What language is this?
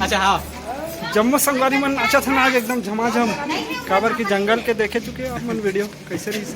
Chhattisgarhi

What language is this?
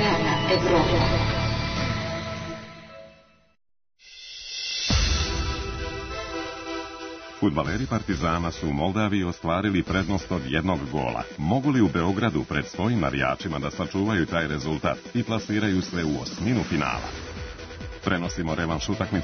Serbian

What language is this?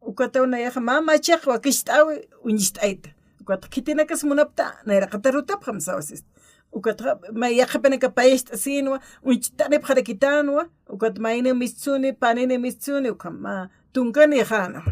Aymara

